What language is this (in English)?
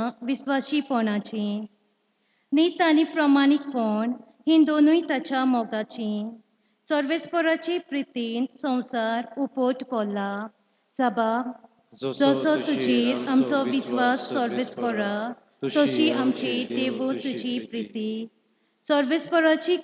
Konkani